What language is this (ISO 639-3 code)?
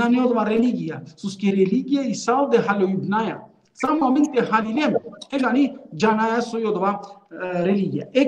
rmn